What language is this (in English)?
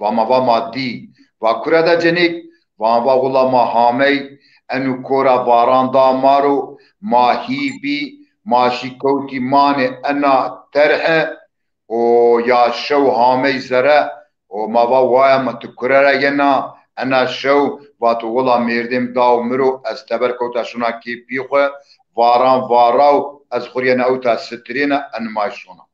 Zaza